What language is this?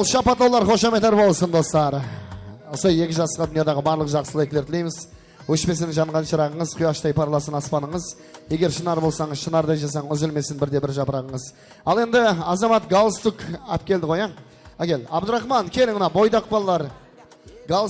Kara-Kalpak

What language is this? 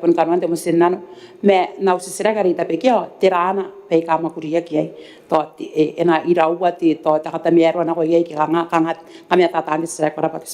Gilbertese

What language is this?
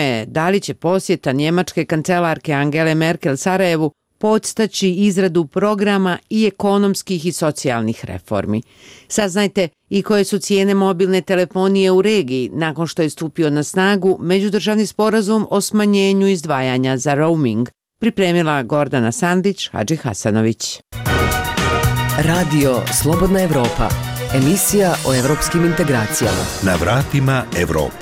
Bosnian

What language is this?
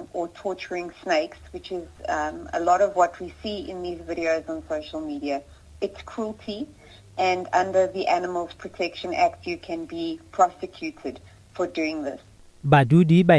Northern Sotho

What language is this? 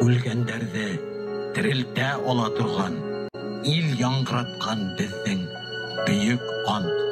Bashkir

